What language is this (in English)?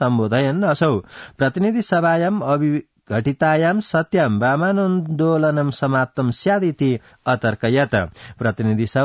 Sanskrit